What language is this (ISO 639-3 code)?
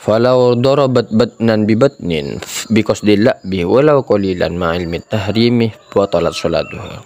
mad